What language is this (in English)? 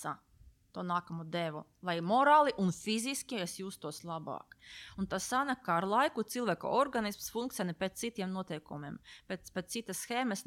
Latvian